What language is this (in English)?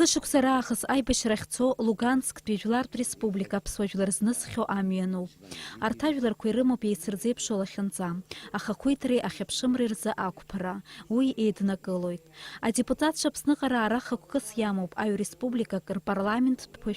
Abkhazian